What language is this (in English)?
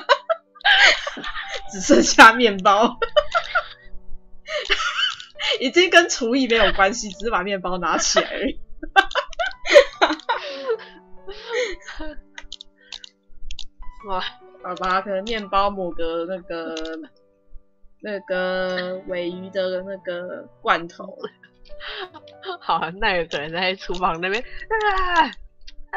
Chinese